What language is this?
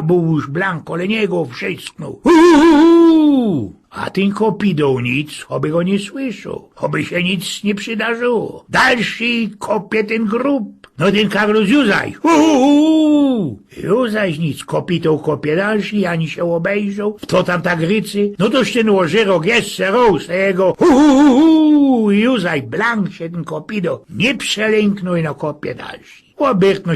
Silesian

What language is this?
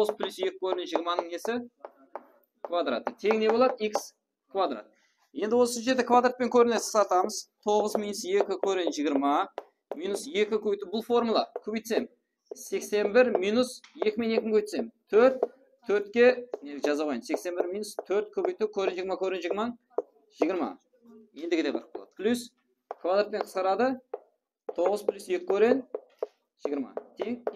Kara-Kalpak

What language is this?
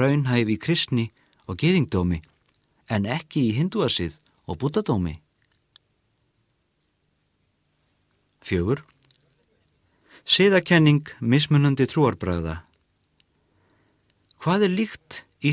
Icelandic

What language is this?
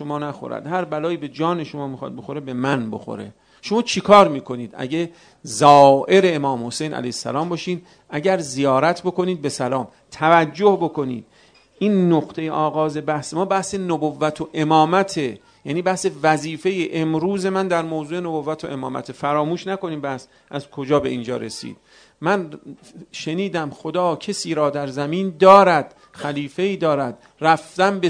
Persian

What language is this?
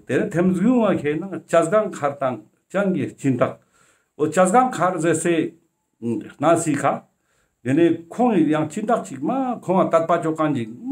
Ladakhi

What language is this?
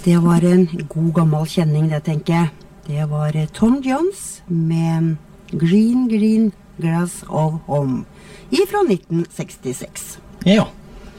Norwegian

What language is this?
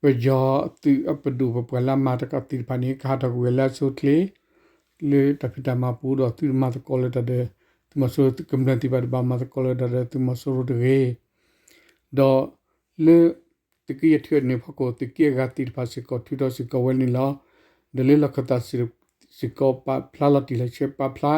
S'gaw Karen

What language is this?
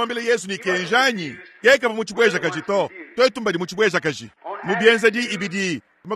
Luba-Lulua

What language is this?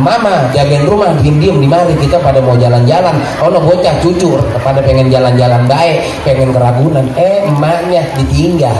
Betawi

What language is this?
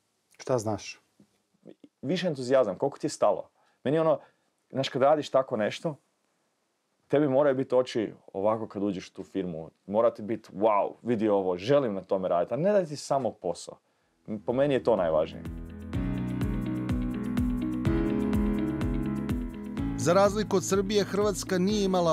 Croatian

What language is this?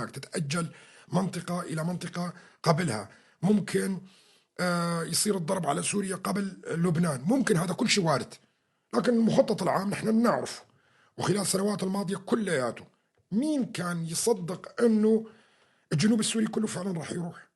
North Levantine Arabic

